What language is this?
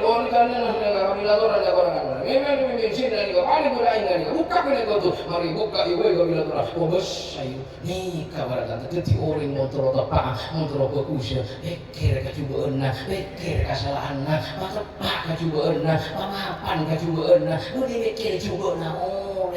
Madurese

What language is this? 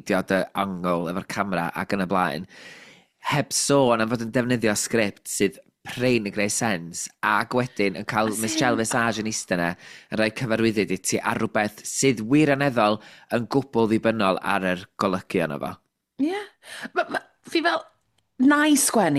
Welsh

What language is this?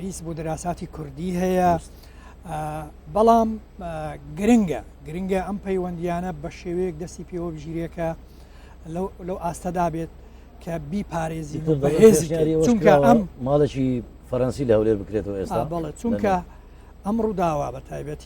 Central Kurdish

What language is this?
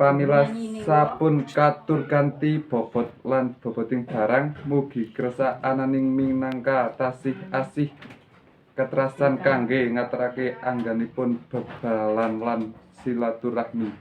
Javanese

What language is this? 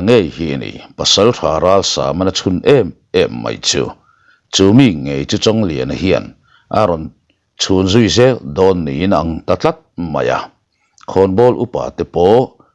Mizo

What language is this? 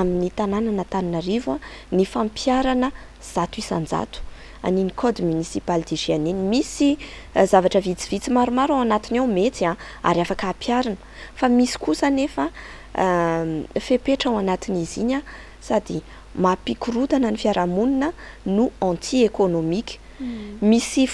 Malagasy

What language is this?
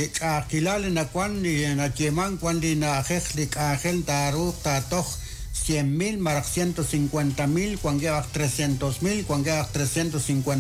Kekchí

